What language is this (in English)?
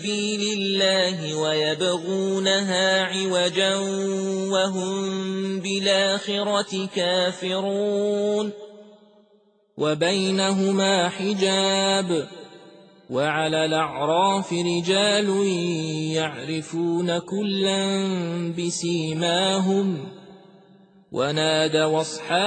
Arabic